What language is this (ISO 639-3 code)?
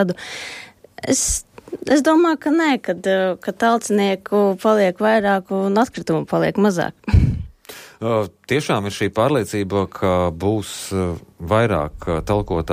lav